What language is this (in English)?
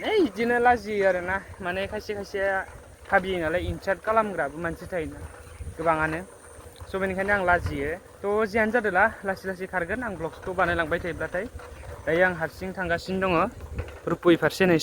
Bodo